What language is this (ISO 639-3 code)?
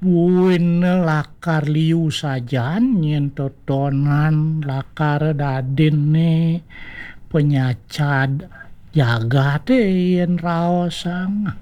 ban